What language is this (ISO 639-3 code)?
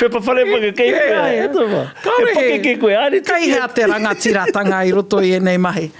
mri